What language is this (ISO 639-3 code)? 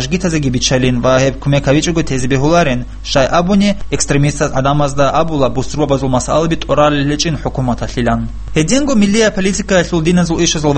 ava